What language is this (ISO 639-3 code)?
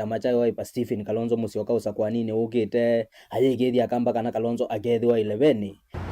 kam